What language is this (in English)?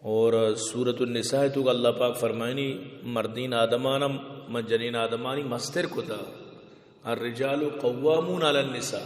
Baluchi